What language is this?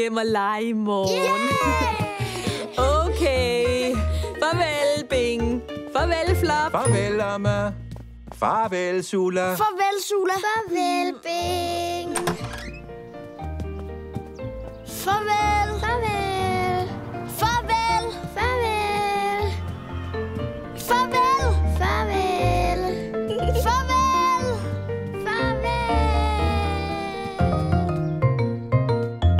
Danish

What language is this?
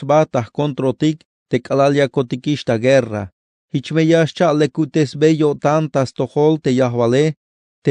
Tzeltal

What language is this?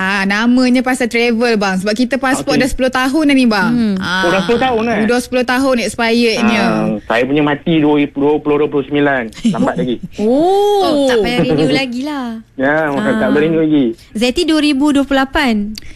Malay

